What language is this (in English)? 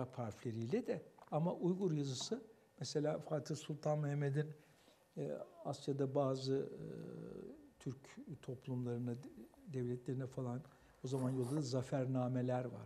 Turkish